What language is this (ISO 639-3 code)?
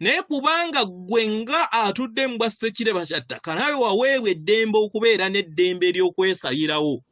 lug